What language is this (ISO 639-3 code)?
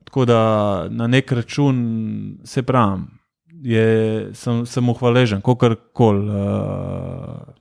slv